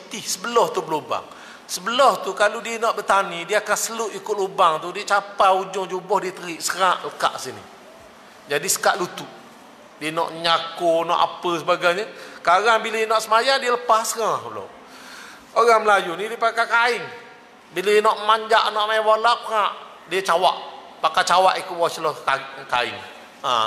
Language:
Malay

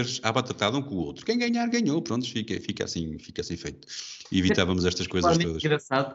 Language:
Portuguese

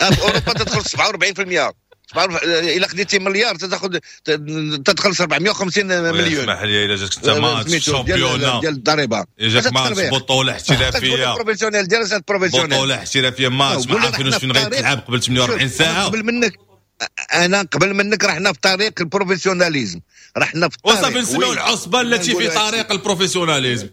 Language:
Moroccan Arabic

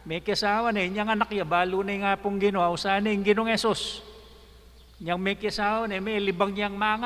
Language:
Pampanga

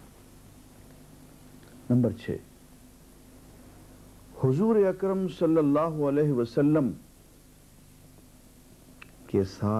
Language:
Urdu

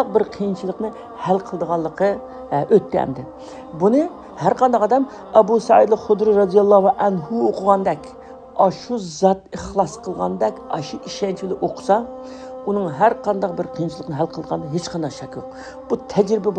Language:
Uyghur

